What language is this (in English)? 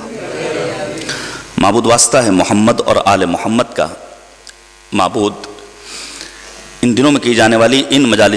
Urdu